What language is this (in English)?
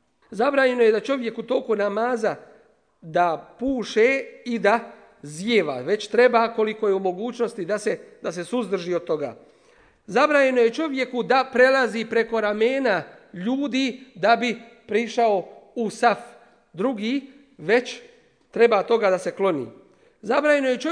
Bosnian